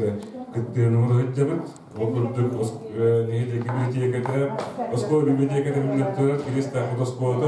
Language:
Yakut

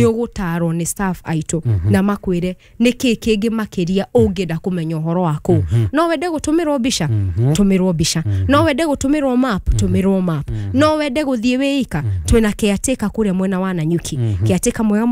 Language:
Kikuyu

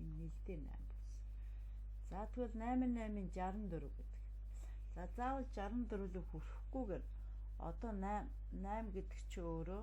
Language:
Mongolian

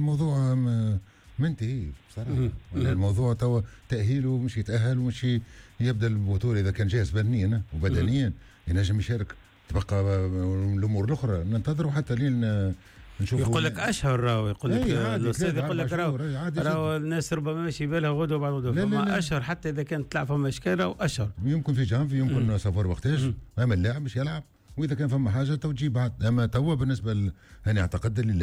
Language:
Tunisian Arabic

